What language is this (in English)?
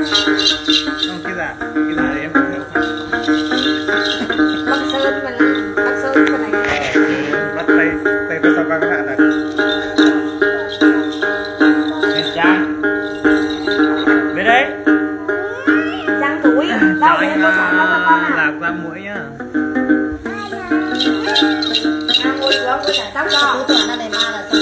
Vietnamese